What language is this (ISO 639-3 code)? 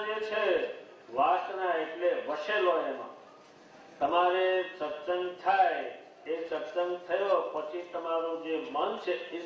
guj